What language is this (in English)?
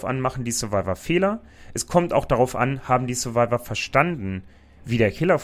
German